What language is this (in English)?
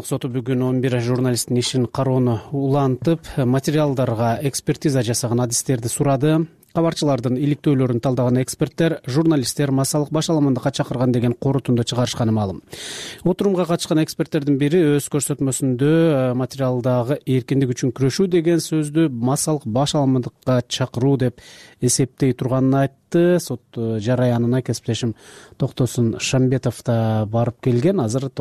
Kyrgyz